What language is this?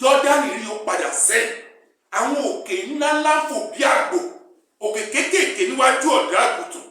Yoruba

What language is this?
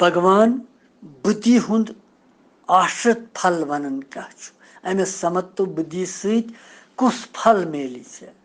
Kashmiri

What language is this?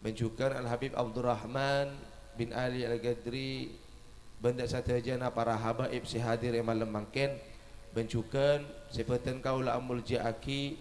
Madurese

